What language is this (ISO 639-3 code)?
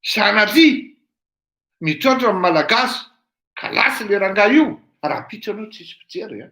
mlg